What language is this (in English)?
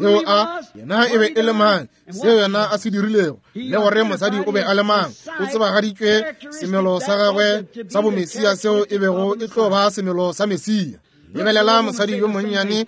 Northern Sotho